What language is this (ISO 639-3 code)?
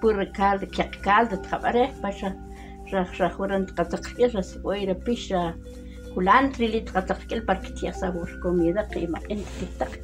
usp